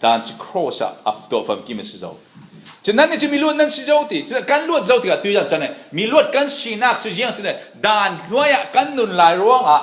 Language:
Falam Chin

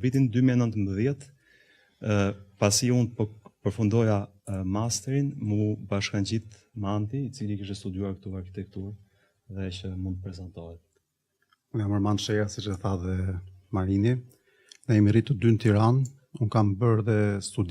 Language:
Albanian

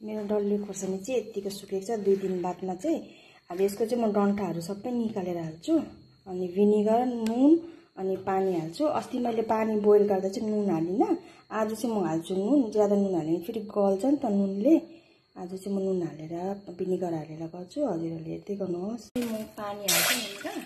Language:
Nepali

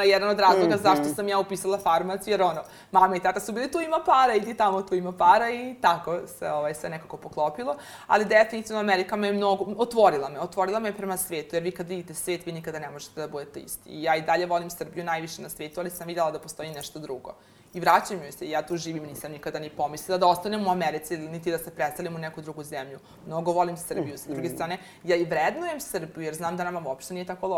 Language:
Serbian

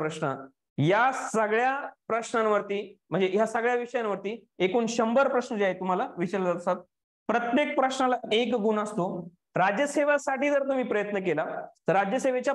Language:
Marathi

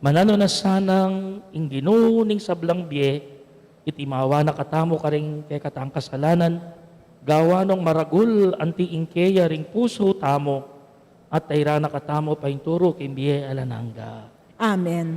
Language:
Pampanga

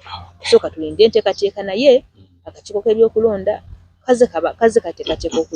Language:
Ganda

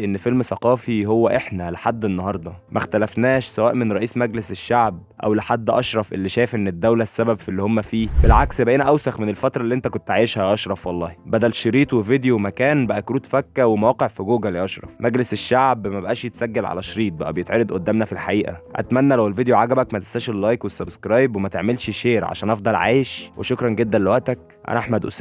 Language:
Egyptian Arabic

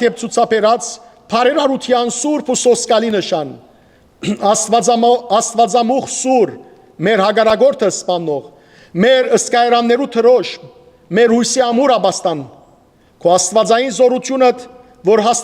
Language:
Western Armenian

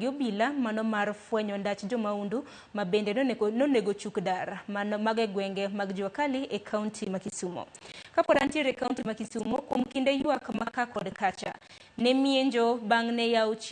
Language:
Luo (Kenya and Tanzania)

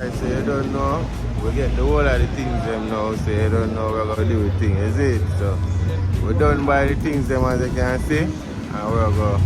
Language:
Jamaican Creole English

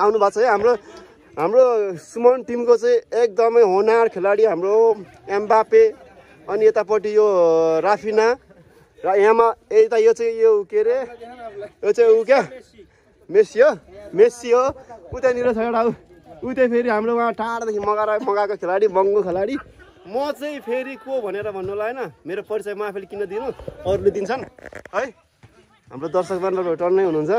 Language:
Nepali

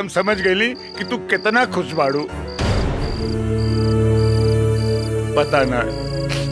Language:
Bhojpuri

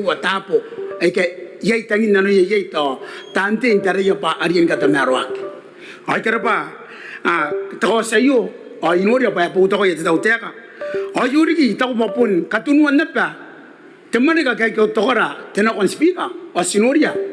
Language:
Gilbertese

